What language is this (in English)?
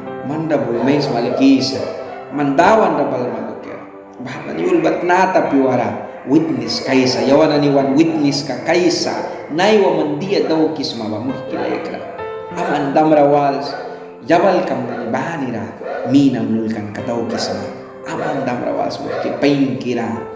Mískito